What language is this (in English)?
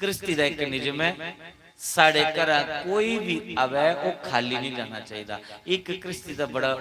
Dogri